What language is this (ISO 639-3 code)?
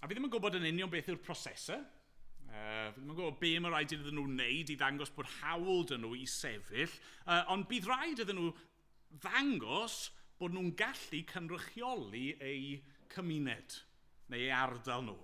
cym